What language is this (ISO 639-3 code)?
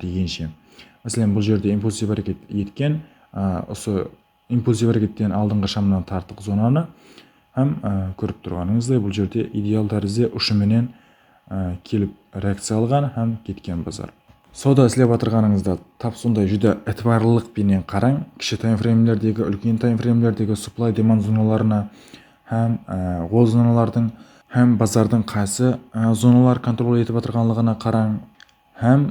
kaa